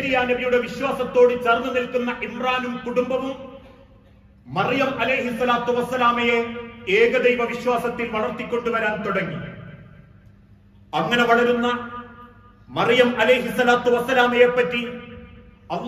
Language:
Malayalam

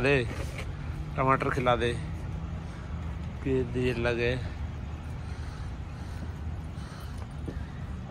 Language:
Hindi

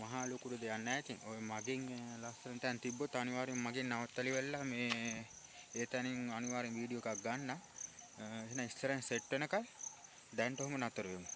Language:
Sinhala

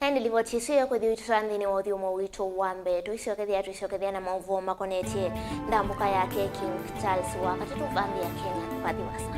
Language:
Kamba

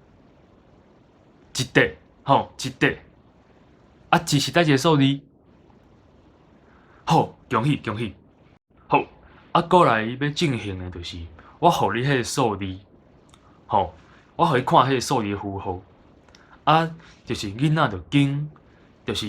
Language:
Min Nan Chinese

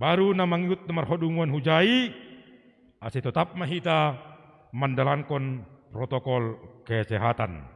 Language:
Batak Simalungun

